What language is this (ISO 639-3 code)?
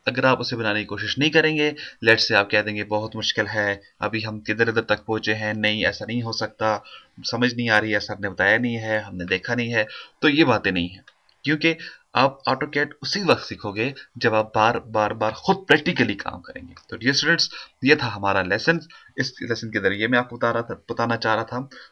hin